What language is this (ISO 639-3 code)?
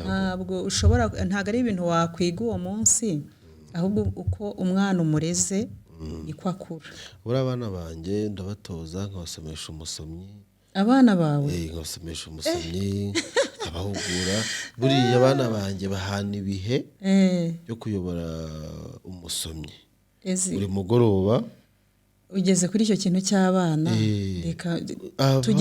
kin